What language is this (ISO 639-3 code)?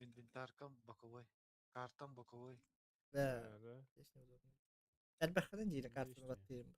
sah